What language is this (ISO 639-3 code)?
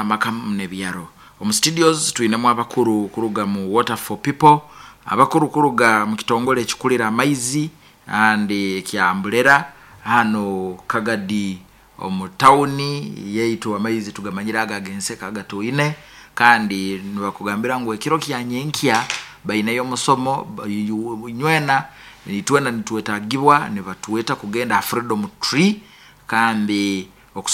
nyn